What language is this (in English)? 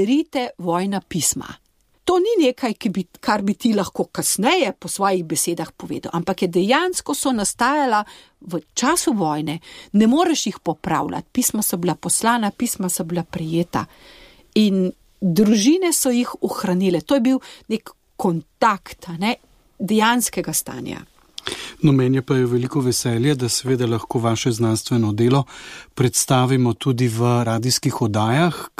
Slovenian